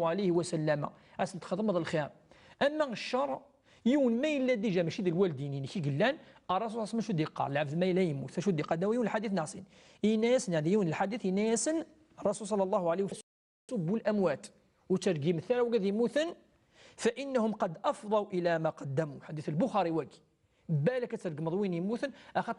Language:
Kabyle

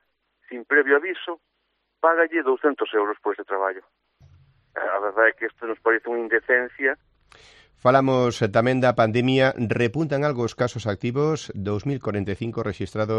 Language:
Galician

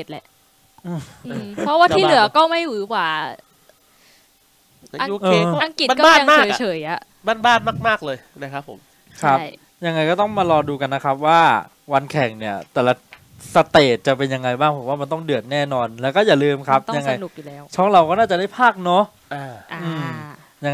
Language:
Thai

